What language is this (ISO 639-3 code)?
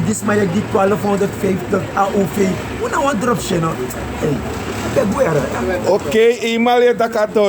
srn